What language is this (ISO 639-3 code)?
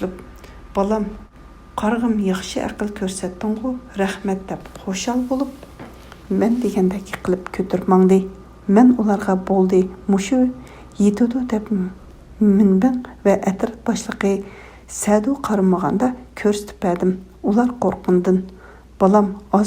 uig